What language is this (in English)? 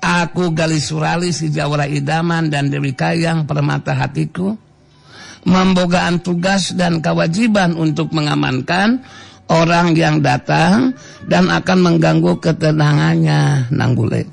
Sundanese